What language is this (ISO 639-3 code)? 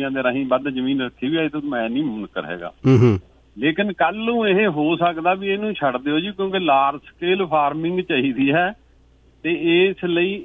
pan